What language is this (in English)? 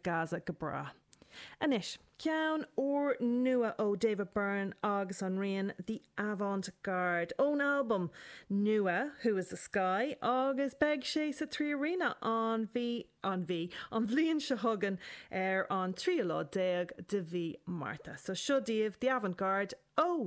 Irish